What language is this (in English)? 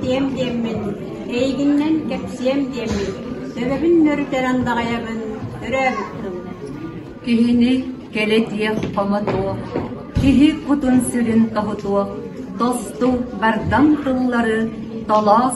Yakut